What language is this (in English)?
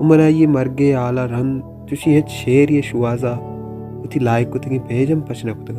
Baluchi